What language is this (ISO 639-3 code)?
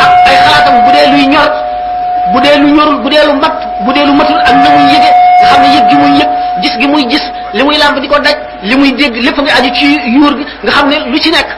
wol